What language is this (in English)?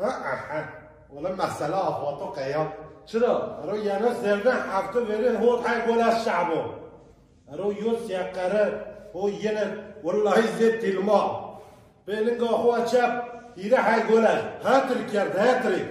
Zaza